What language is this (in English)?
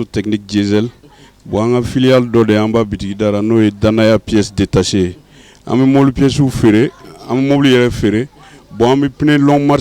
Bambara